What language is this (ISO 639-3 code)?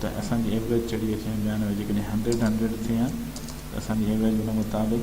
snd